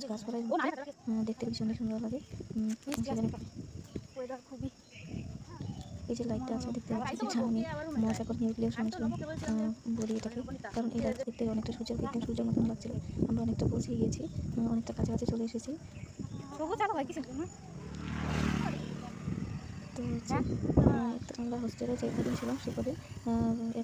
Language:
Bangla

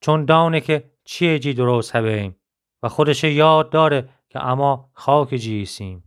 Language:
Gilaki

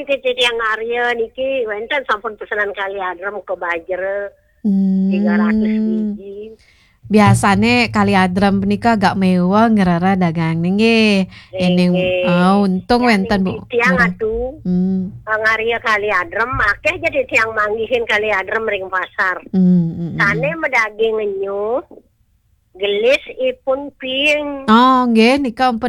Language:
Balinese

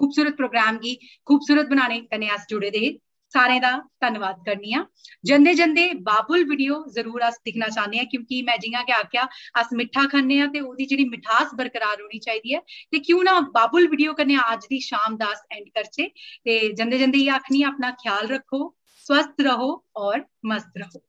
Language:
Dogri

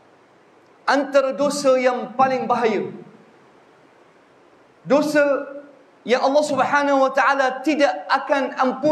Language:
Malay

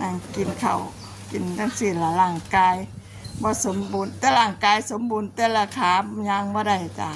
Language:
Northeastern Thai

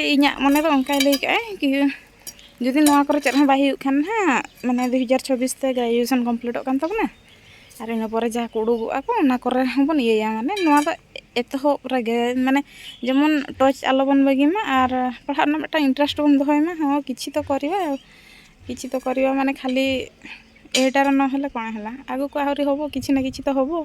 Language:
Santali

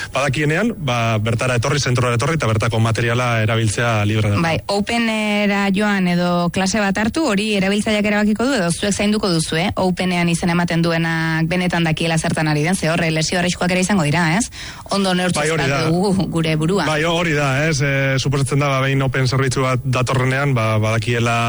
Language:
Basque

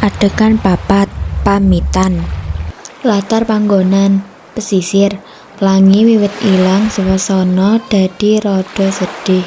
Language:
Javanese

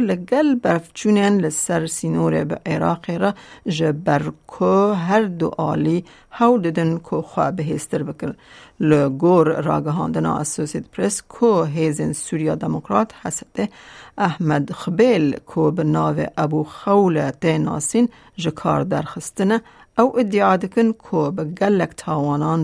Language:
Kurdish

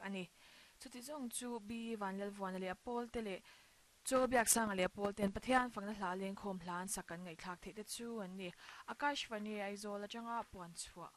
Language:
Mizo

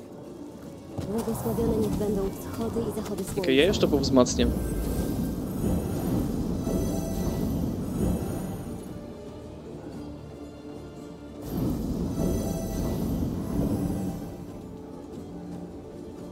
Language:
Polish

